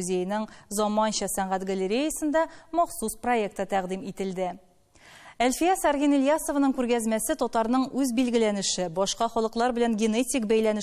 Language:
Tatar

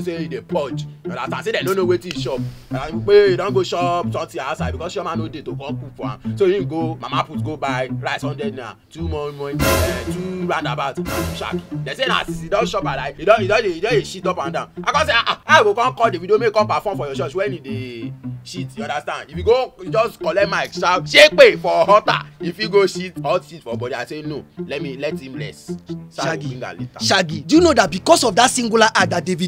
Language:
Nigerian Pidgin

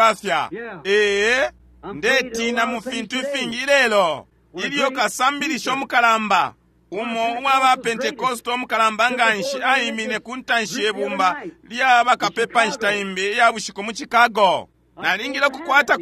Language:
Bemba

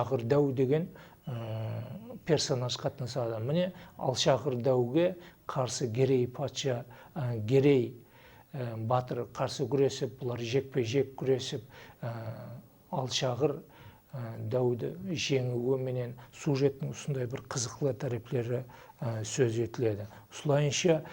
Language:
Kara-Kalpak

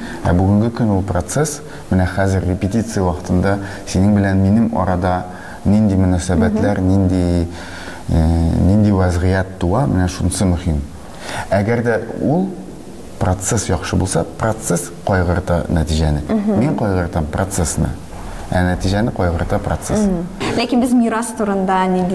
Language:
Tatar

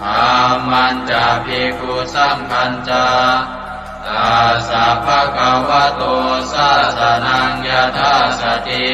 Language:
Pali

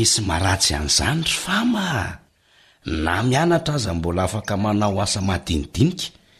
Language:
Malagasy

